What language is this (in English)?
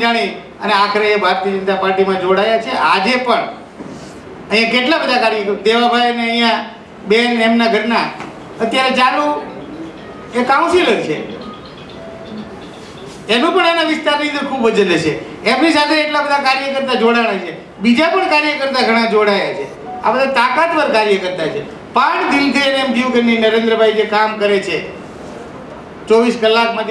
Gujarati